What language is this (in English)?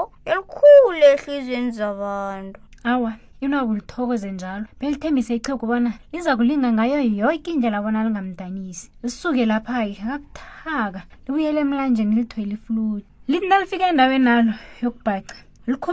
South Ndebele